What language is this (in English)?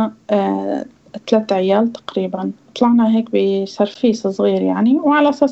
North Levantine Arabic